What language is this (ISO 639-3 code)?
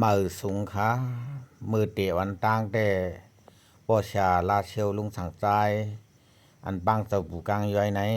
shn